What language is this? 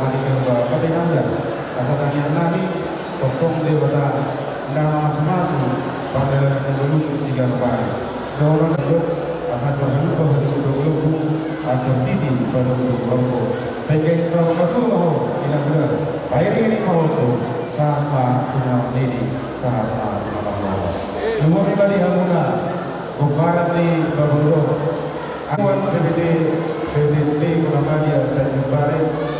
Batak Toba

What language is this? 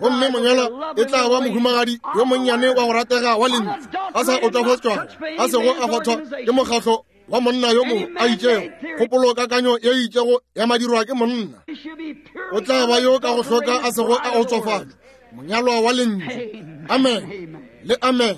Northern Sotho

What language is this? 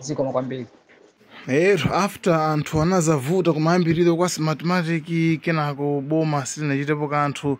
Nyanja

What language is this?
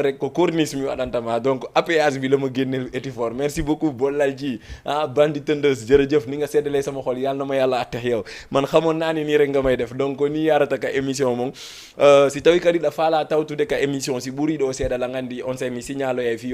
Fula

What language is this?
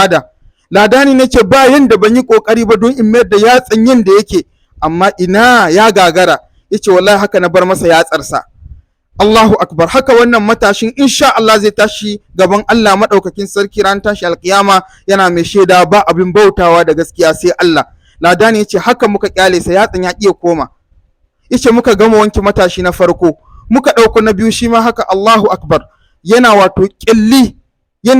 Hausa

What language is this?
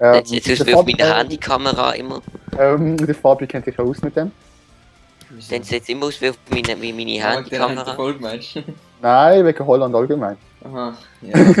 Swiss German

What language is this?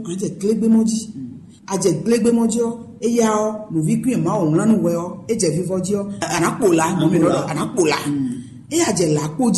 Fon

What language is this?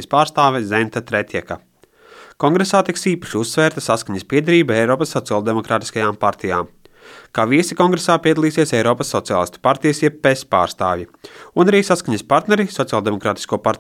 Latvian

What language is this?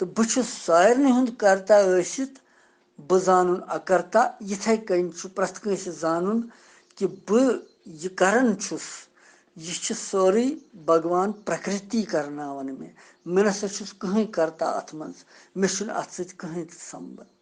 Kashmiri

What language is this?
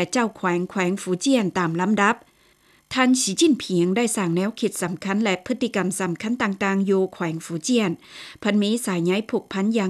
Lao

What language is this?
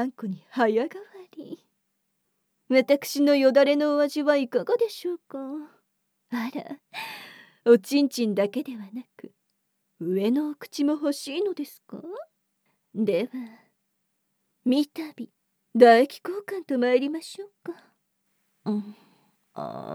Japanese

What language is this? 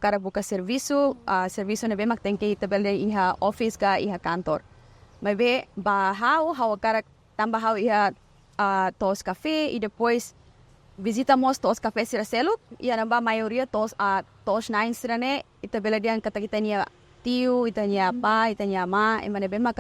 Tetum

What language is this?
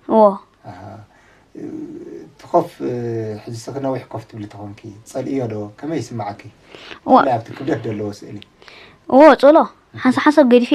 Tigrinya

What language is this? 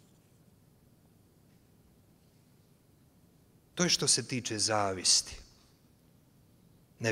Croatian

